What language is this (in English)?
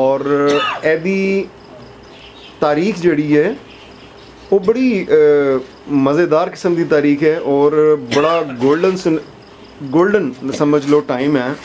Punjabi